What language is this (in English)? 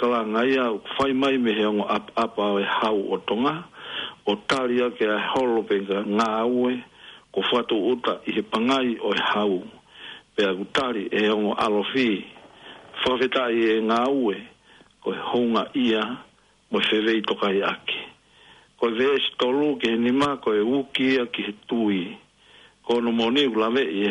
Tongan